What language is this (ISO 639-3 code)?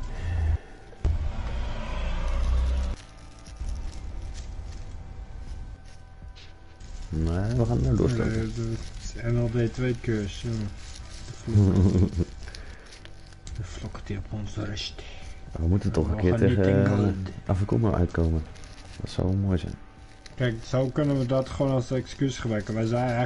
nld